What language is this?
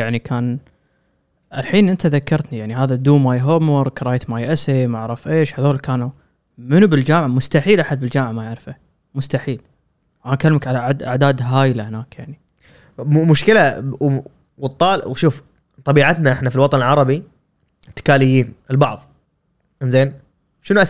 Gulf Arabic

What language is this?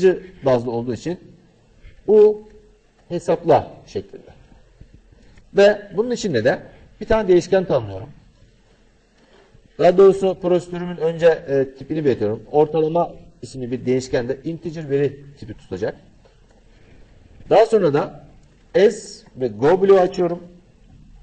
Turkish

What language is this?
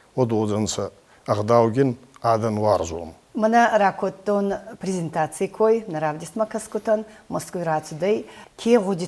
Ossetic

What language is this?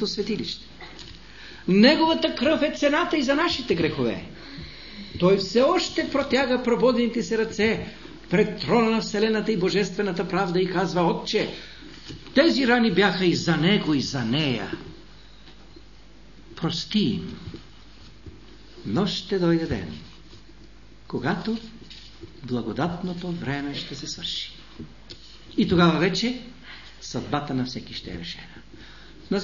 Bulgarian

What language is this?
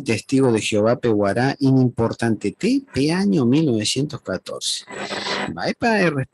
Guarani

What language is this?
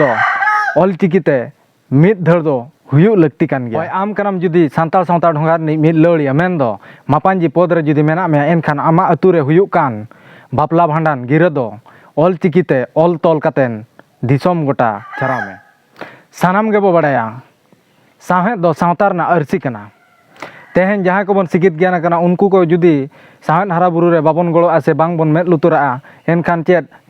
Santali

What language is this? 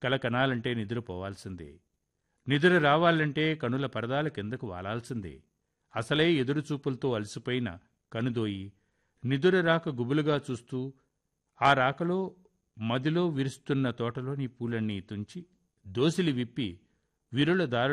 Telugu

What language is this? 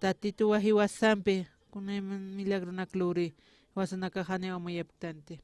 Aymara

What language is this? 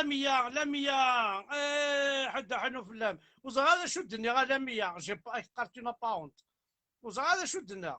Kabyle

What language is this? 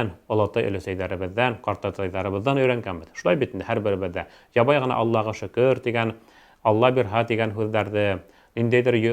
Bashkir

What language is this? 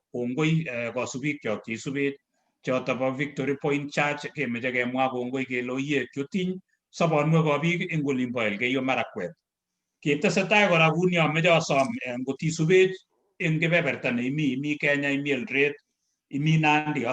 Kalenjin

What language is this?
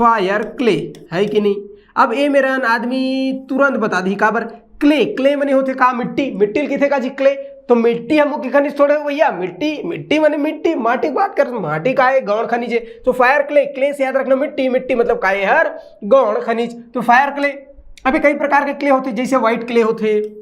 Chhattisgarhi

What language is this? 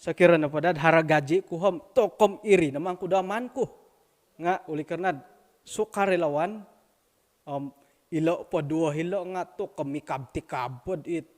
Central Dusun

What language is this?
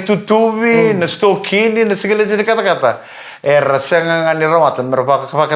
Fijian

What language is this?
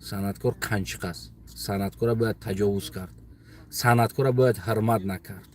Tajik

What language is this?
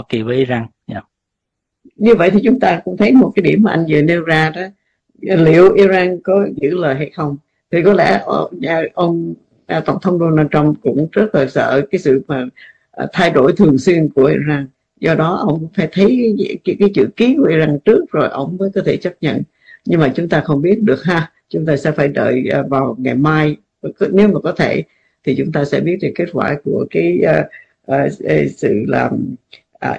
Vietnamese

